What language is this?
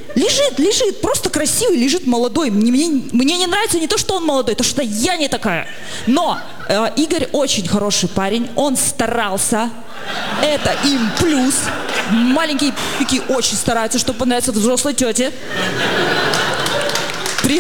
Russian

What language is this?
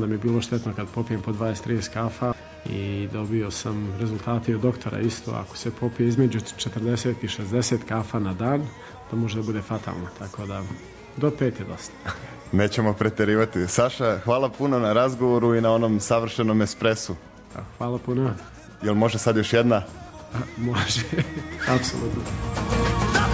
Serbian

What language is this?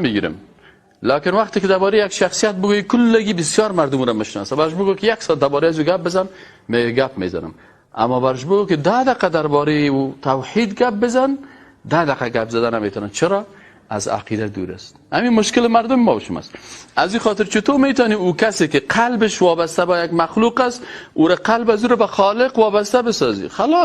Persian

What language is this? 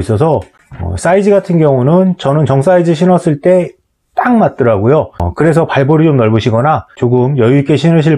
Korean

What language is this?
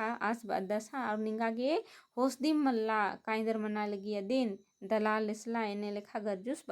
Kurukh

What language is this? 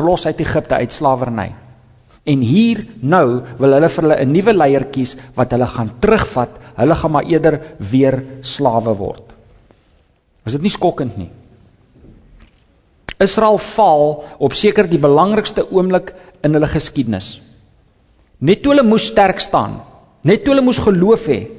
Afrikaans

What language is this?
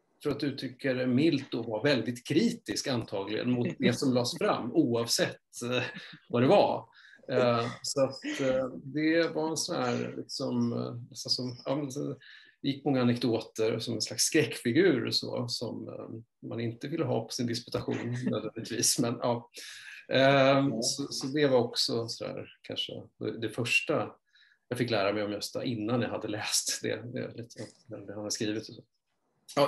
Swedish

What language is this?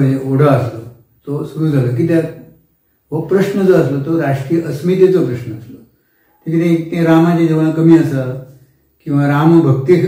Konkani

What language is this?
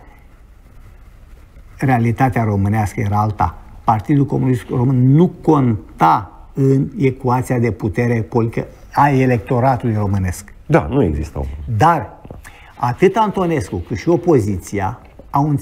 Romanian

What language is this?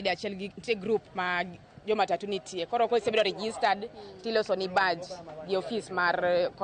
Luo (Kenya and Tanzania)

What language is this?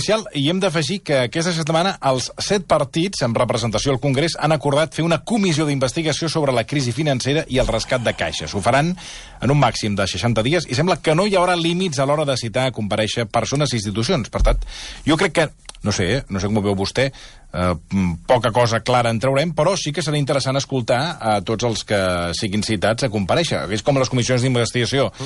Catalan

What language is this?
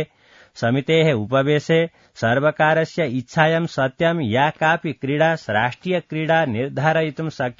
Sanskrit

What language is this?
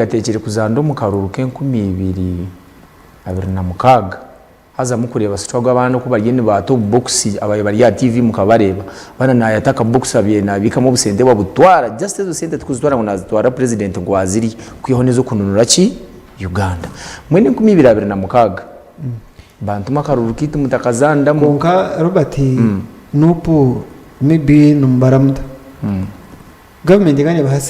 Nyankole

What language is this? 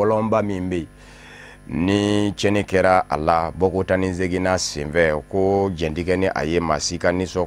Bambara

